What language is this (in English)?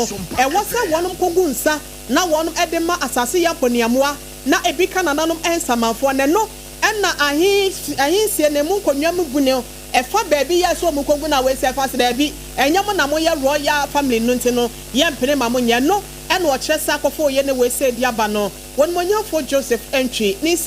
Akan